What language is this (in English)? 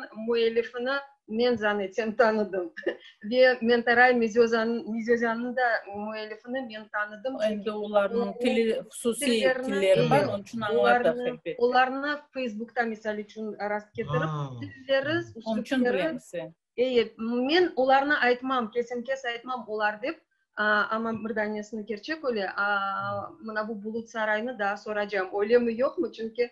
Crimean Tatar